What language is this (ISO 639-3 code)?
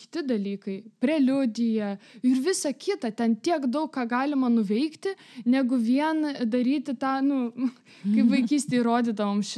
lit